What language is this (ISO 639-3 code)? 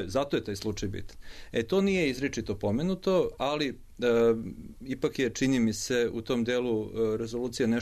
srp